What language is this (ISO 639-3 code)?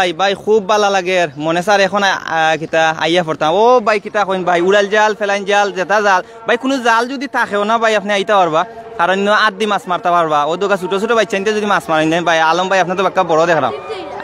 syl